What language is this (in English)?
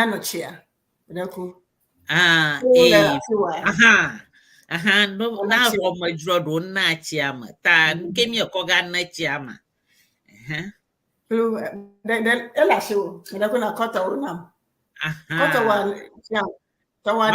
Ewe